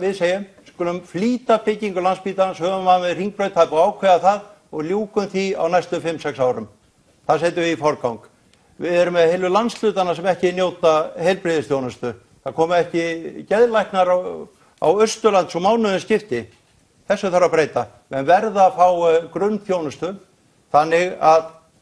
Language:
Icelandic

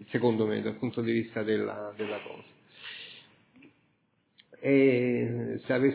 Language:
Italian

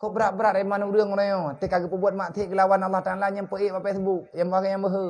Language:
Achinese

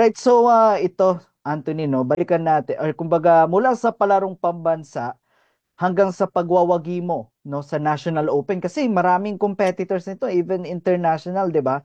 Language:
Filipino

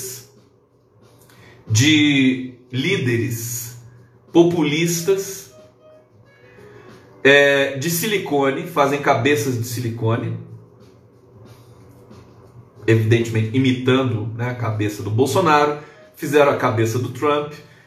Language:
Portuguese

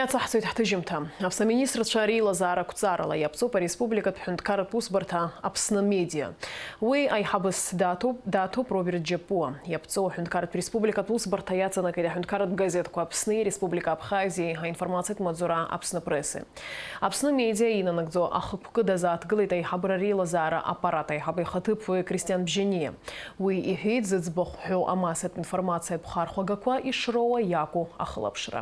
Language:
Abkhazian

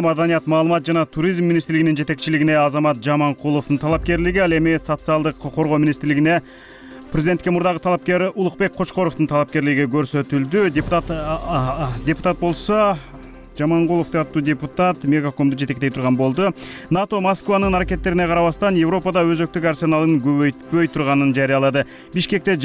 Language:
Kyrgyz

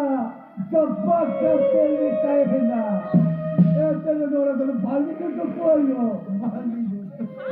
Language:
Santali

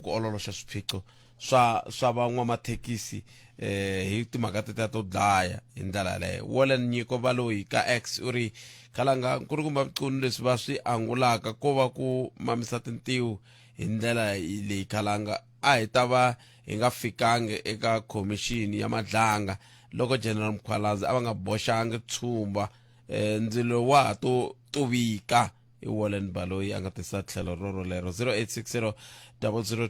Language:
Tsonga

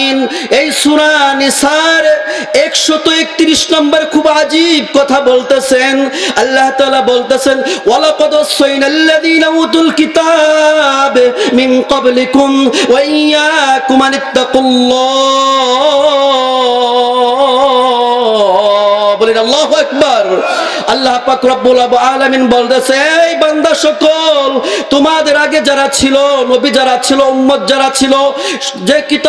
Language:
Bangla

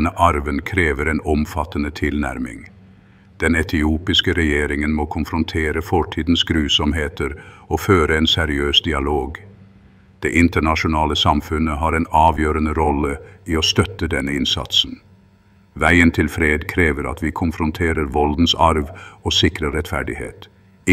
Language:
Norwegian Bokmål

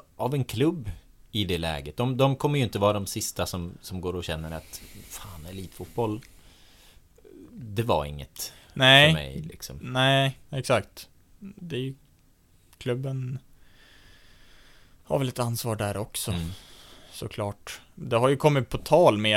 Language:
Swedish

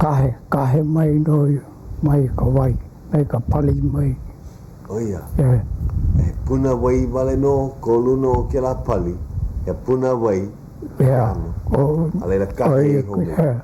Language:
Hawaiian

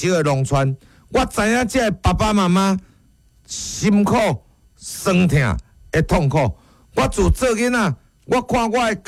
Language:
Min Nan Chinese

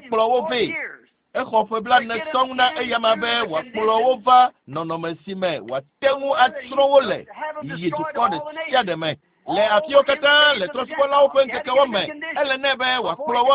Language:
Ewe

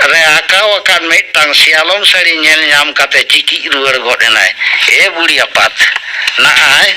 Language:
Santali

